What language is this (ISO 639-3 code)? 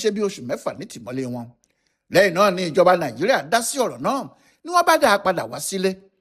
yor